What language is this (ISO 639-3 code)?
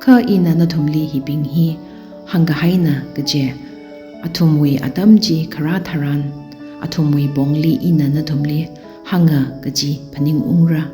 nmf